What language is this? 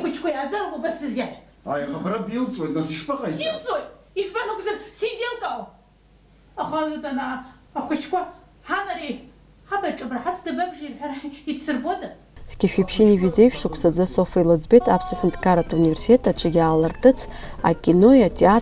Abkhazian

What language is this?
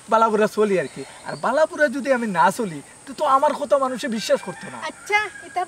Sylheti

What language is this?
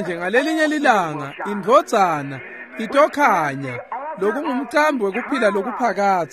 Swati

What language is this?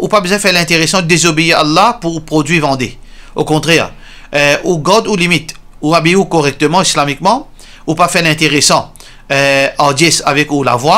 Morisyen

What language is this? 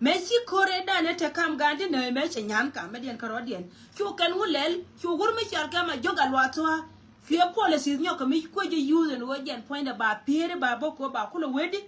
Nuer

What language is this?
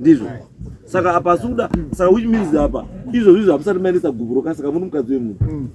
Shona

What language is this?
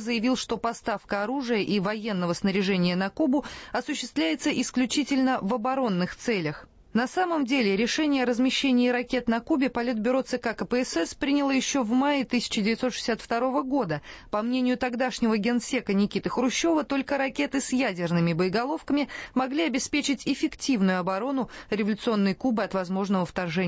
Russian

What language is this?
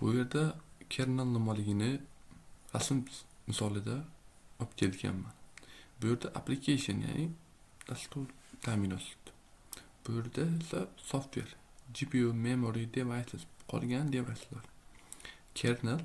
Uzbek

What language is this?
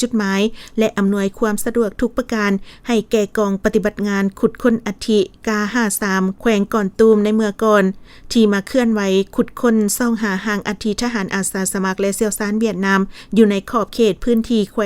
Lao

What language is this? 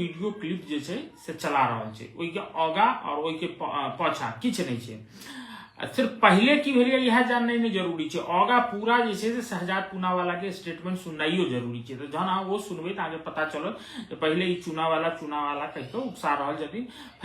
Maithili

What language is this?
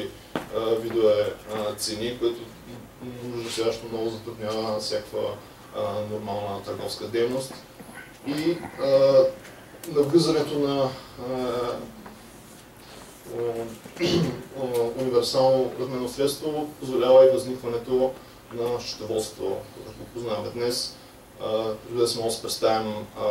Bulgarian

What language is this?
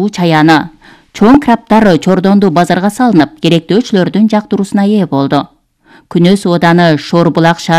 Kyrgyz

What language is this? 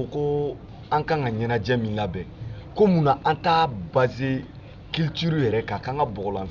Bambara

